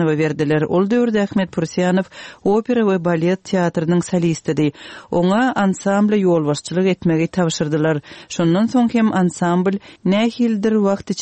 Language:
Turkmen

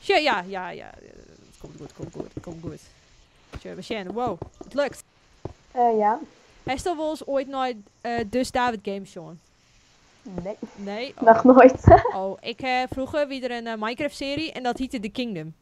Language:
Western Frisian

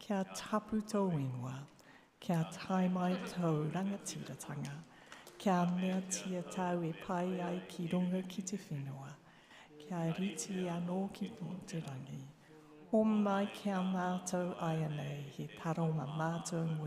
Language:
Māori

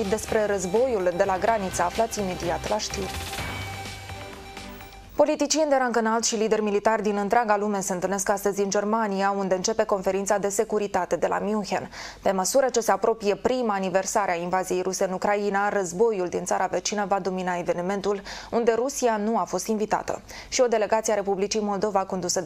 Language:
Romanian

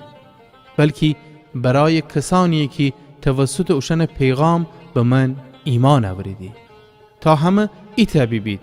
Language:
Gilaki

